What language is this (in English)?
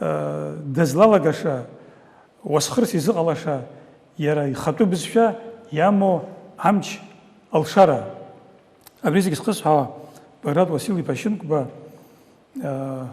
Abkhazian